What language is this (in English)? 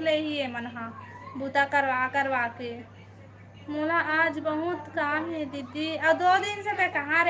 Chhattisgarhi